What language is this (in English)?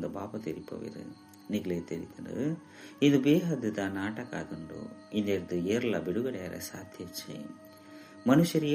Tulu